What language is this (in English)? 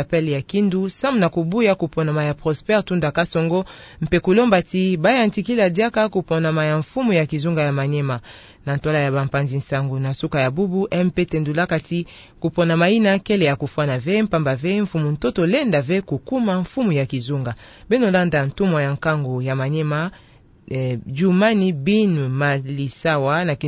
Kituba (Democratic Republic of Congo)